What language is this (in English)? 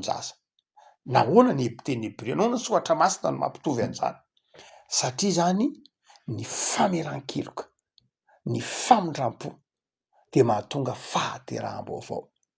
Malagasy